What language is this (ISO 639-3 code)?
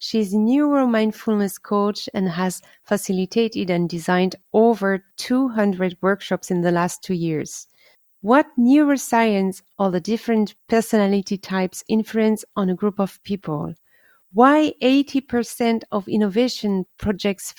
eng